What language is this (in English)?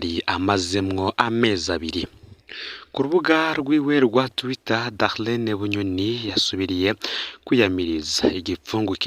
Rundi